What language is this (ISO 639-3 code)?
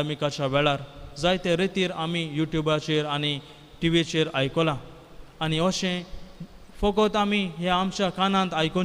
kok